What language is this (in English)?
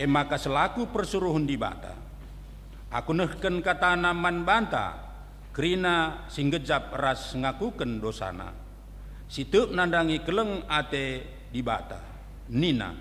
Batak Karo